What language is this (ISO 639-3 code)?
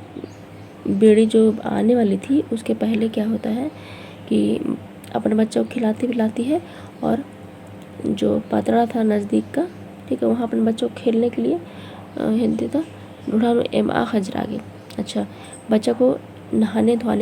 kru